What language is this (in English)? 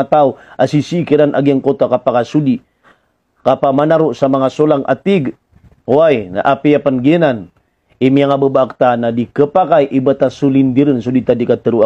Maranao